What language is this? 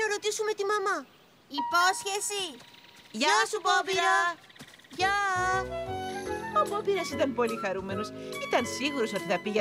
Greek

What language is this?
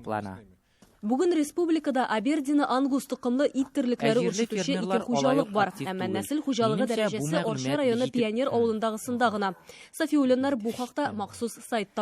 Tatar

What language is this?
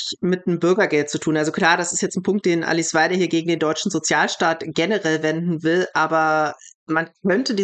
German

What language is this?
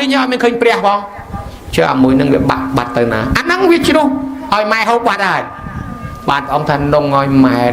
Khmer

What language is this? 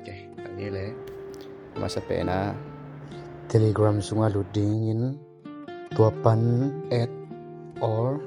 Tedim Chin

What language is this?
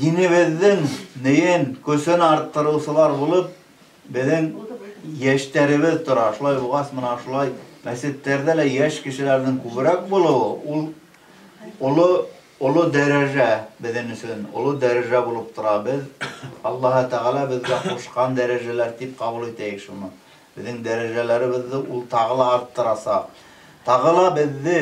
Bashkir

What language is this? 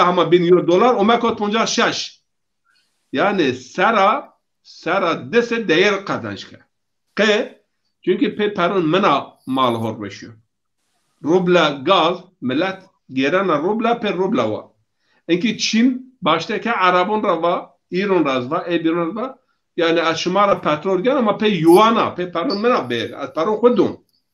Zaza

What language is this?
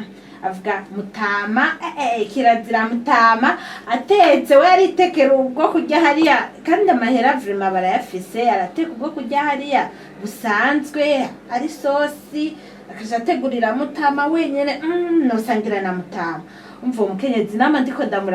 Rundi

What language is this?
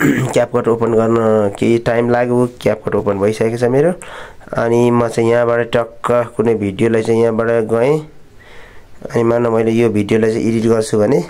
Nepali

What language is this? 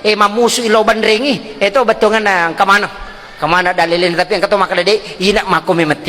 Buginese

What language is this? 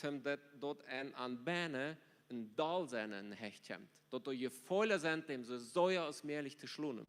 Plautdietsch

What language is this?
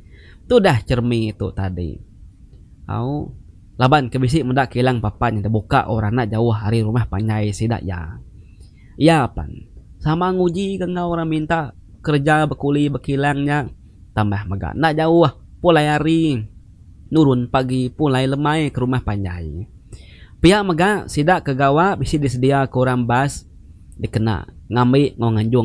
Iban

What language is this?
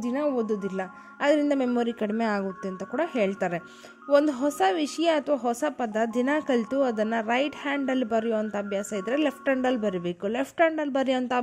Kannada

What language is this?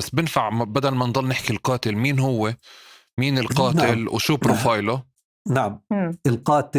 North Levantine Arabic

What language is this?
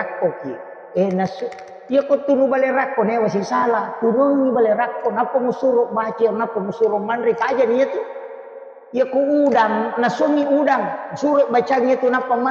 Buginese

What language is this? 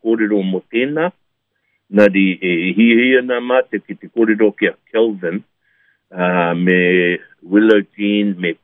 Māori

